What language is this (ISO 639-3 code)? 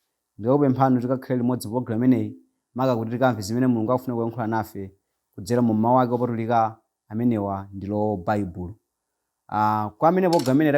nya